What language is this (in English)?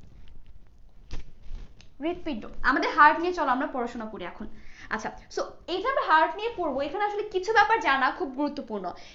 Bangla